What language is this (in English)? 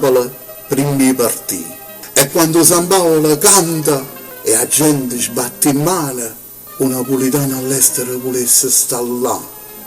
Neapolitan